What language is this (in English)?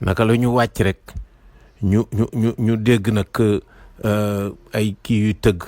Wolof